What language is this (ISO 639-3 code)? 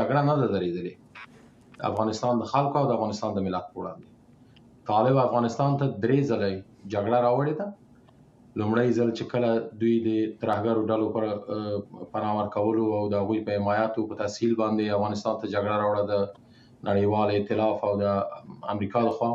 pus